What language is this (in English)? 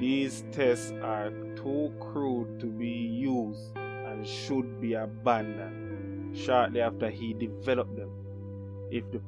Jamaican Creole English